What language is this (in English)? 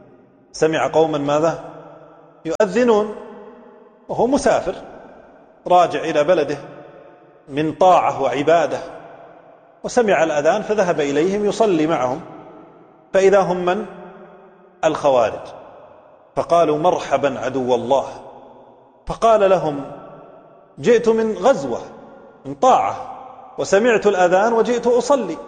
Arabic